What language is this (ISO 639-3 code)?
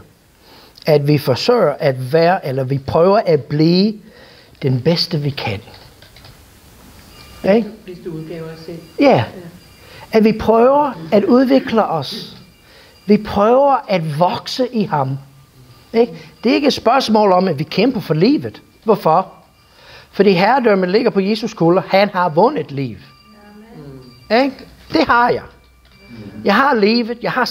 dan